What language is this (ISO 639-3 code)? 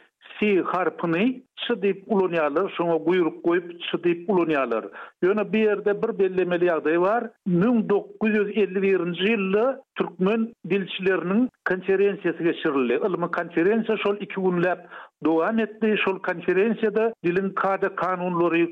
tuk